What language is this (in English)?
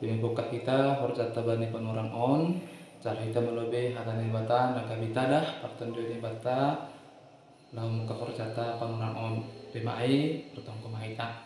Batak Simalungun